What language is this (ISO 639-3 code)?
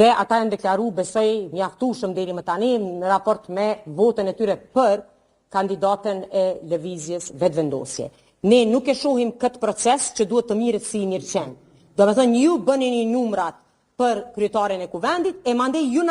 sqi